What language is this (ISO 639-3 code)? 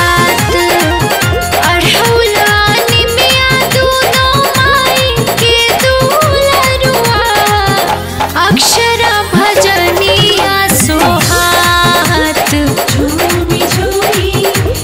bho